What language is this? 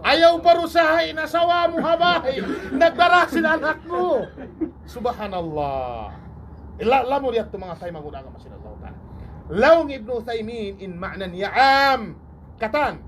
Tausug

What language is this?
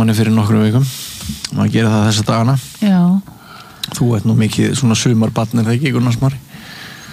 Icelandic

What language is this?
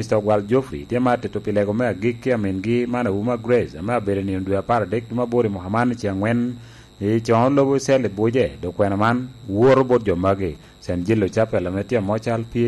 Lango (Uganda)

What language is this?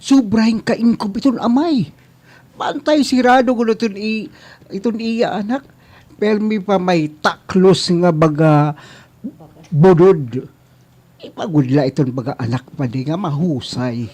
Waray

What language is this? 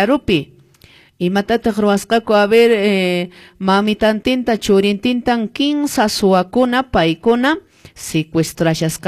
Quechua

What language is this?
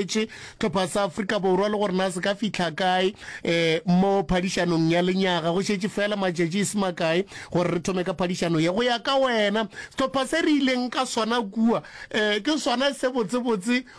Northern Sotho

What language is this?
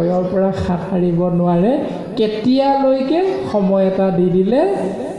Assamese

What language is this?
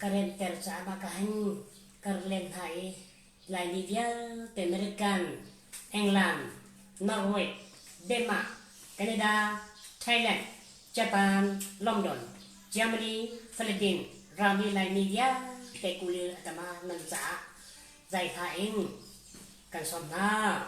Falam Chin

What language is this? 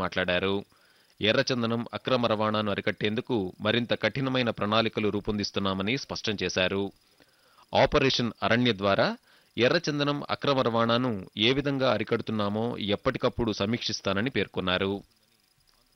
Telugu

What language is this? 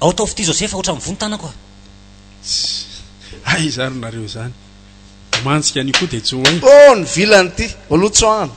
Malagasy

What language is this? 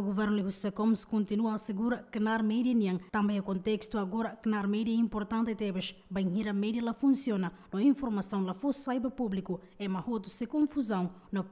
Tetum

